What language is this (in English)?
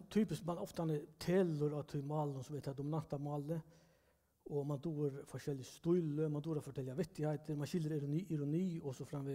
Faroese